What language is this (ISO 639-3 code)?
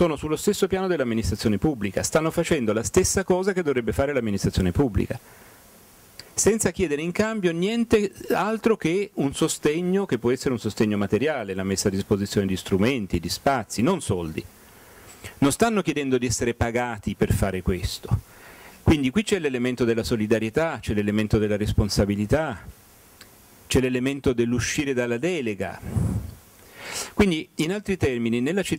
ita